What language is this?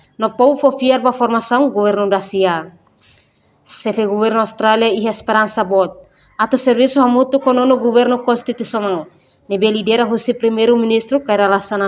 Tetum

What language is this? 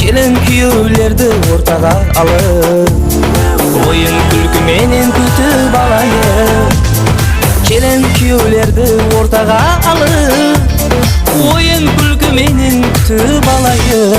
Kara-Kalpak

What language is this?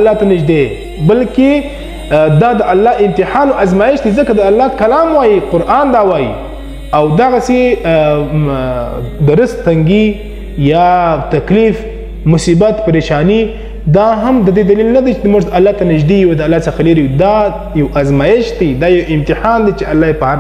Pashto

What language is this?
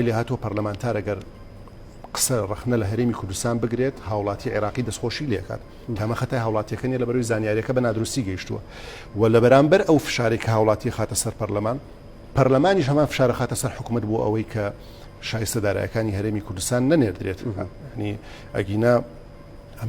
Central Kurdish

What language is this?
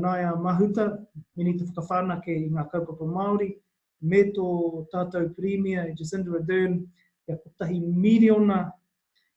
Māori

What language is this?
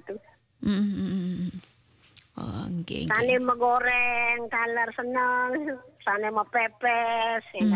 Balinese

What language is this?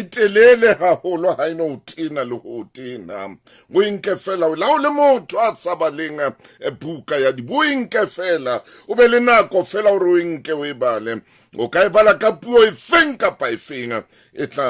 Southern Sotho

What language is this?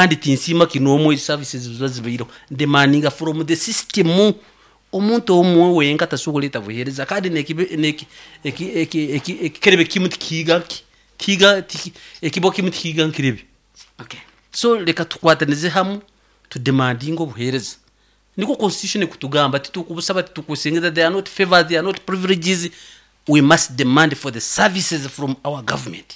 Nyoro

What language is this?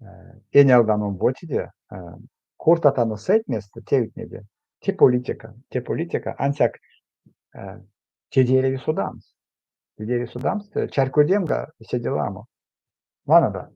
Erzya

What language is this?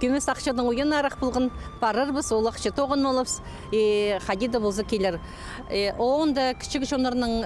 Khakas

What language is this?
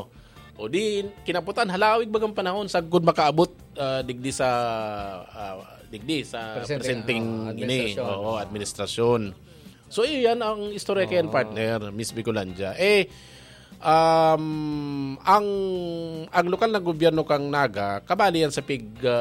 Bikol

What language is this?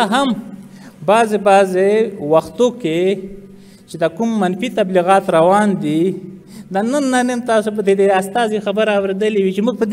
Pashto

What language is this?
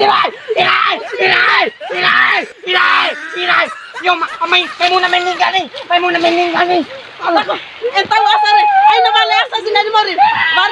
Bima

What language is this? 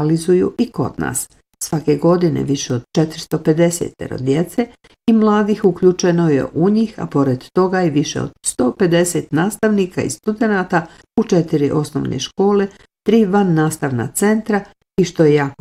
Bosnian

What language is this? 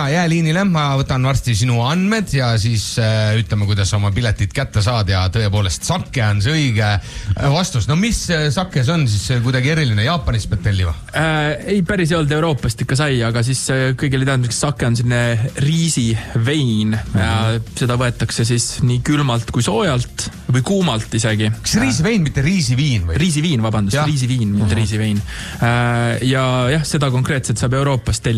Estonian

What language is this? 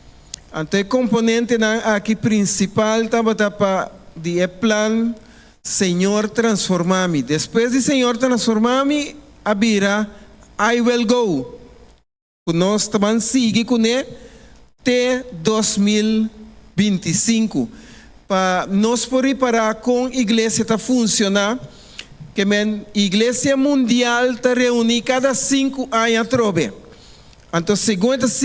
Papiamento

